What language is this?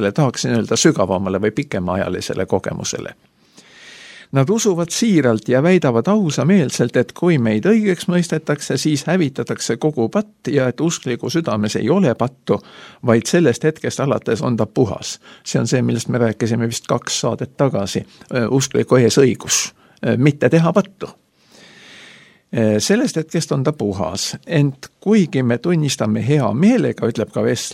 Estonian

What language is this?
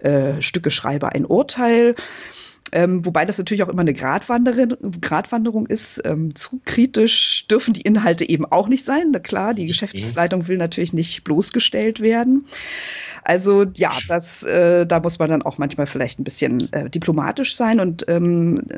German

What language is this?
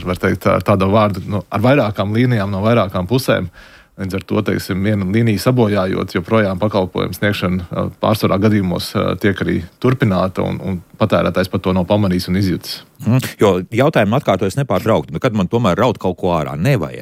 Latvian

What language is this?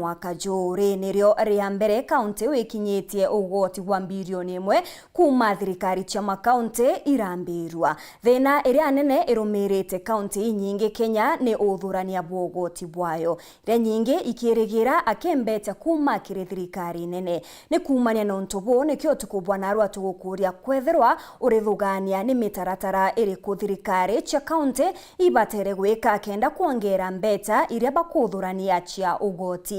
Meru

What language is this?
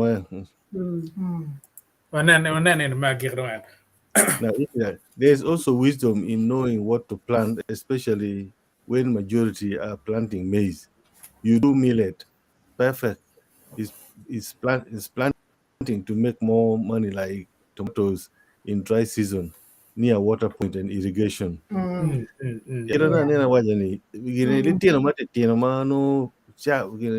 Acoli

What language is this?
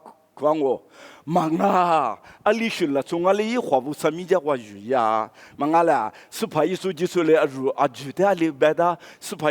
Lisu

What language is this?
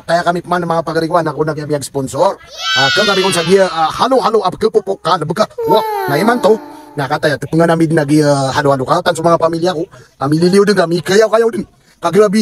Maranao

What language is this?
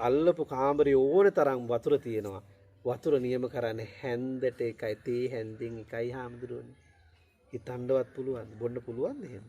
Sinhala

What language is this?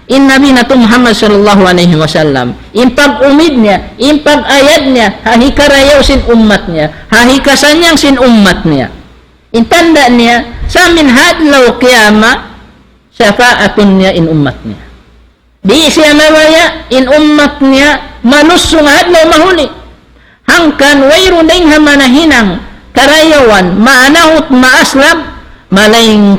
Tausug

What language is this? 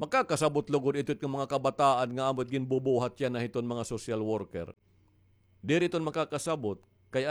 Waray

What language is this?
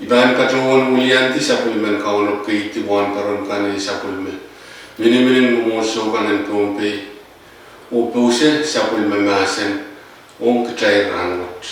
Pohnpeian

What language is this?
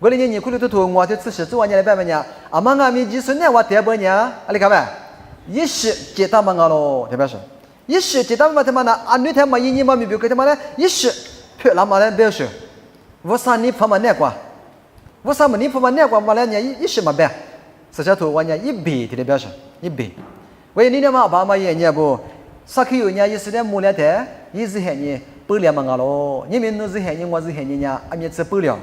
Lisu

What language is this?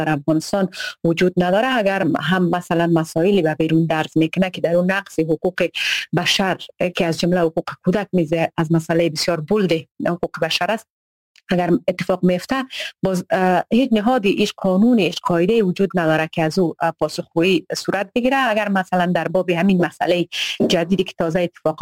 Persian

